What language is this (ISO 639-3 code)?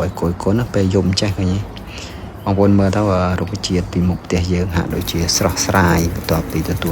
khm